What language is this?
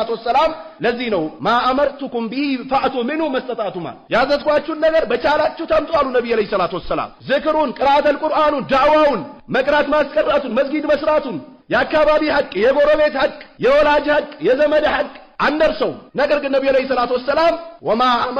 Amharic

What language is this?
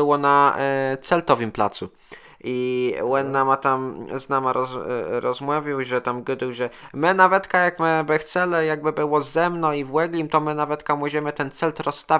Kashubian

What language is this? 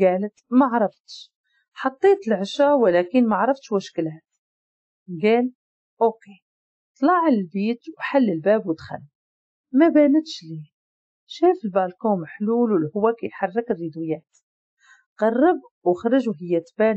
Moroccan Arabic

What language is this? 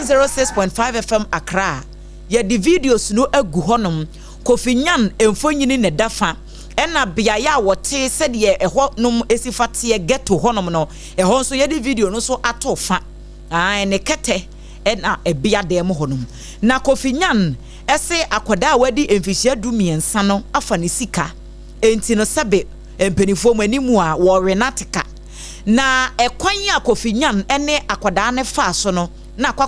Akan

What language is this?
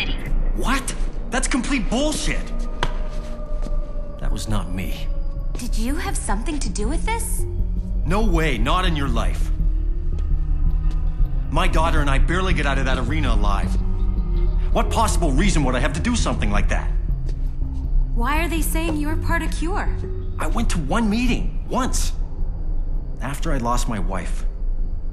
English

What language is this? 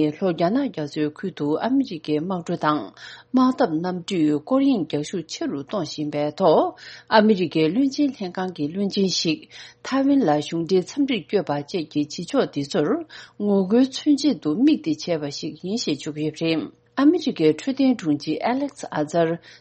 Tibetan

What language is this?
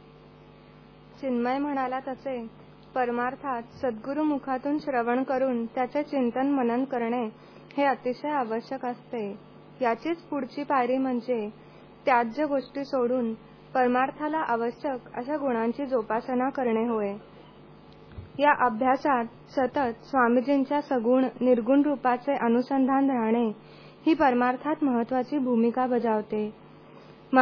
Marathi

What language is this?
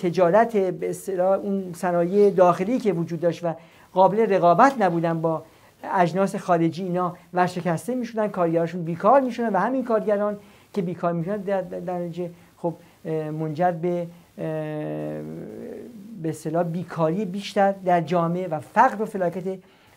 Persian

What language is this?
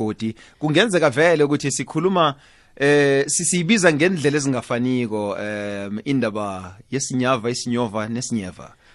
South Ndebele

